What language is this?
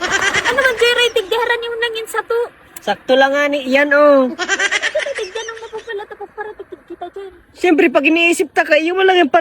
Bikol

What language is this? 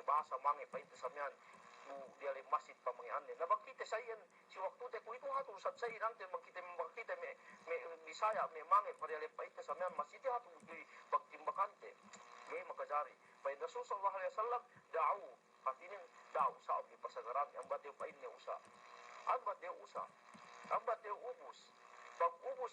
Yakan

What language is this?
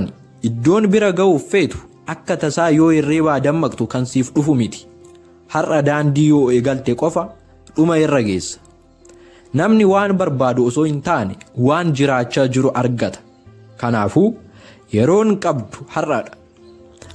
Oromo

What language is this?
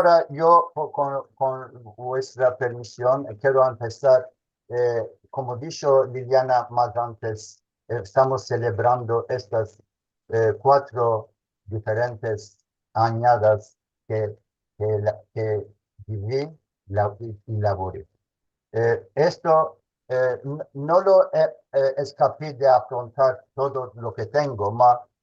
Ladino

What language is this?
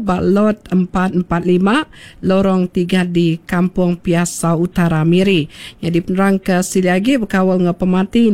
Iban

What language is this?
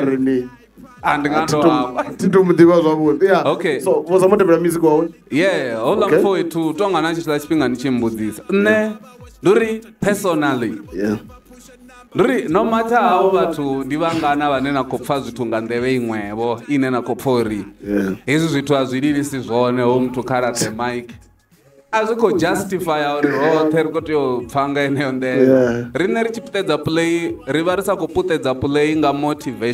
Venda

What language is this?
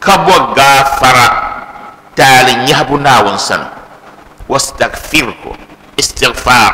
Dagbani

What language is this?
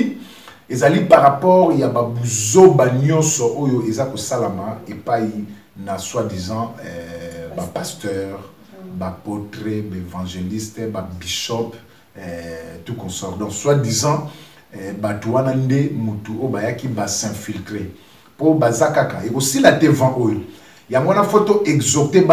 Lingala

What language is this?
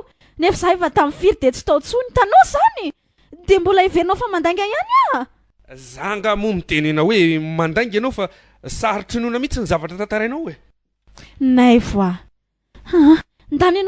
Malagasy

